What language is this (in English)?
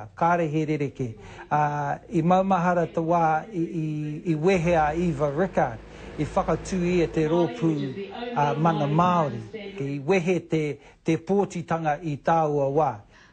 Māori